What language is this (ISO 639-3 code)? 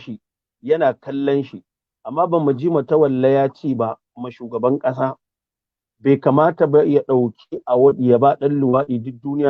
hau